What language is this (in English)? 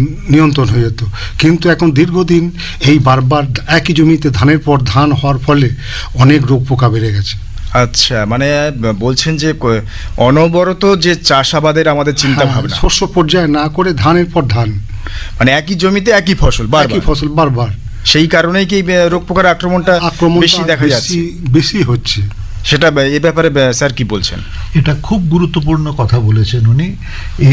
Bangla